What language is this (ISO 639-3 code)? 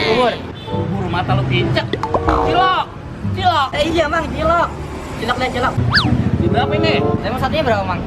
bew